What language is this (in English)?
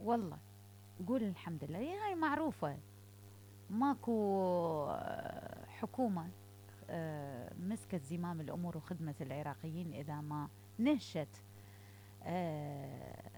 Mesopotamian Arabic